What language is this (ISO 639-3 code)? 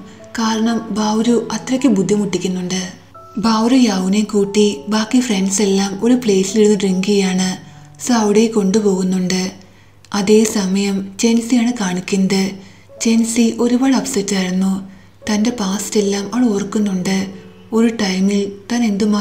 mal